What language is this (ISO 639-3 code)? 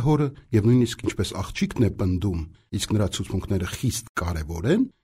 hye